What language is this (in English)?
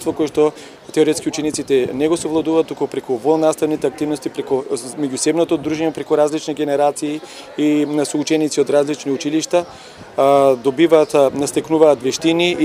Macedonian